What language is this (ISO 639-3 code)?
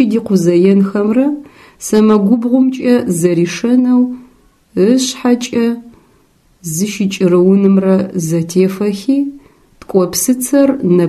ady